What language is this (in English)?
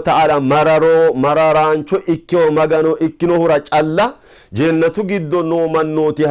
Sidamo